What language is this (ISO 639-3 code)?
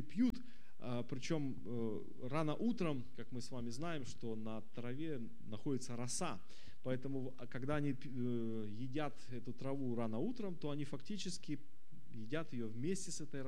rus